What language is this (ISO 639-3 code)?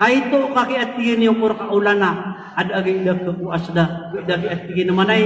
mrw